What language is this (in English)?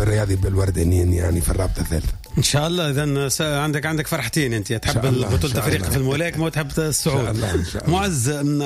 Tunisian Arabic